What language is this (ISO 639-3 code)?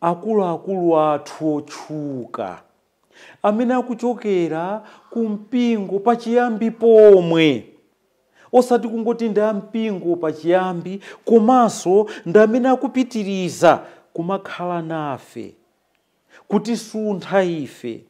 nya